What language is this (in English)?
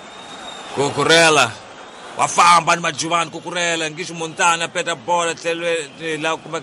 Tsonga